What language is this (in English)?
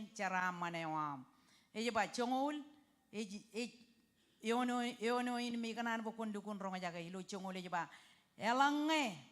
Marshallese